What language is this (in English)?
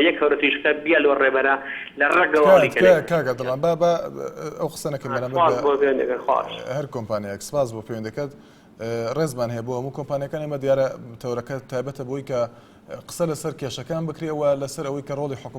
Central Kurdish